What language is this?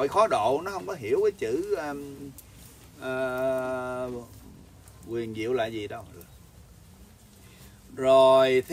Vietnamese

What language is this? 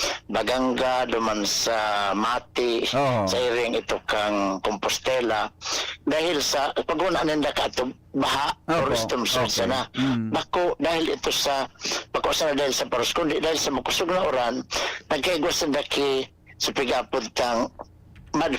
Bikol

